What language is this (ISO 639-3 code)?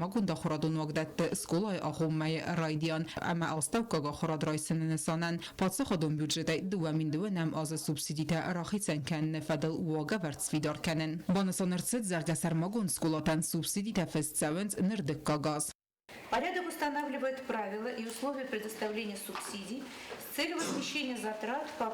oss